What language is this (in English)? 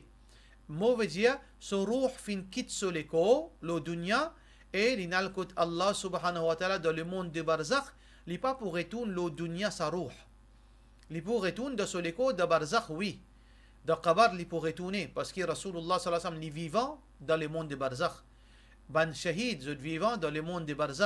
Morisyen